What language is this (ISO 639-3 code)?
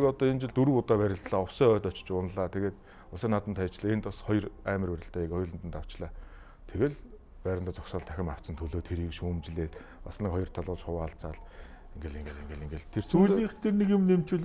mon